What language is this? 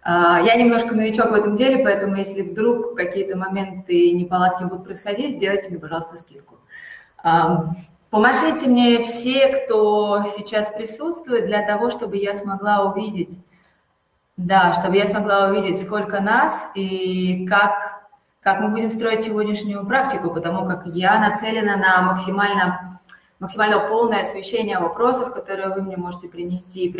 Russian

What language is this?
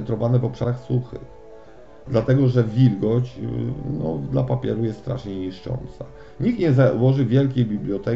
Polish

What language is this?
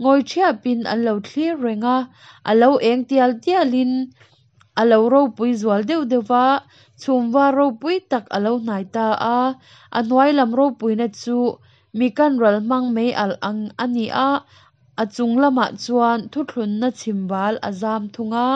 Hakha Chin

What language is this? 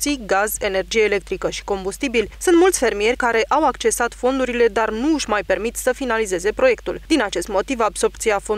Romanian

